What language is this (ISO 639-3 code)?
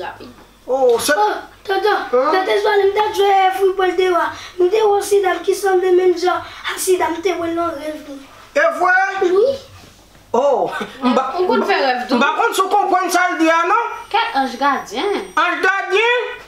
hat